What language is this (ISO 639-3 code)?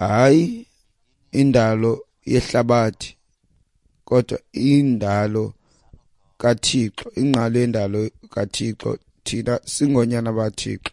xho